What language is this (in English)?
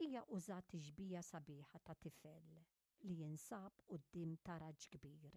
Maltese